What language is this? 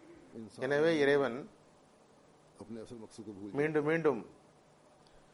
Tamil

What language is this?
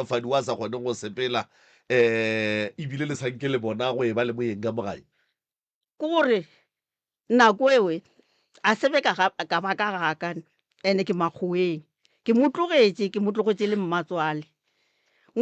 Northern Sotho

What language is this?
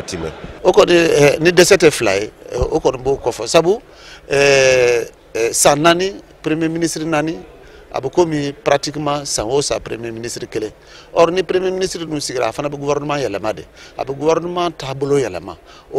Bambara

